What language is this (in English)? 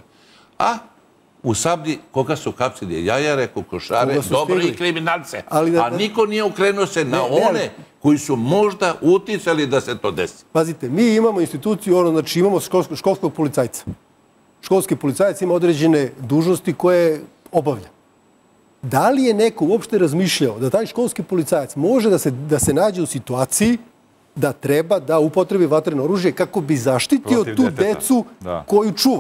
Serbian